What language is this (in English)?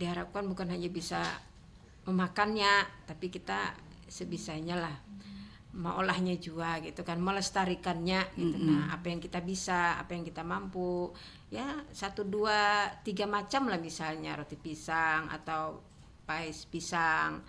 Banjar